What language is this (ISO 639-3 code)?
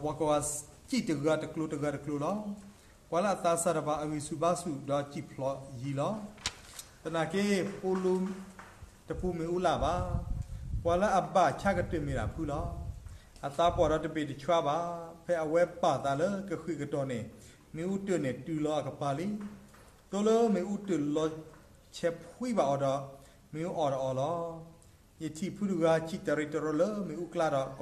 ksw